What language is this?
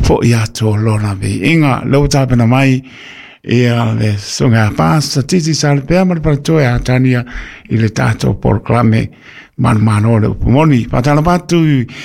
Samoan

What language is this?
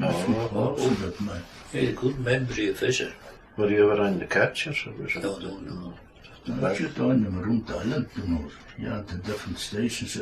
Scots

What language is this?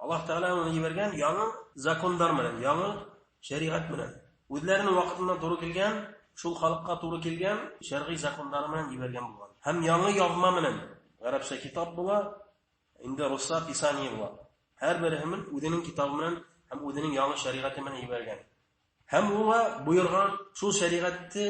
Bashkir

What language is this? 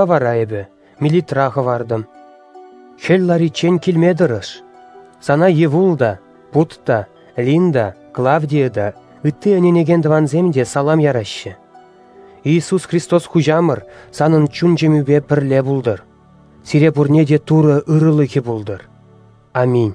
Chuvash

